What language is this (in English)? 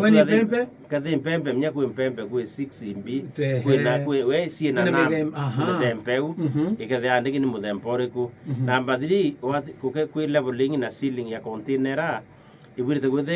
Meru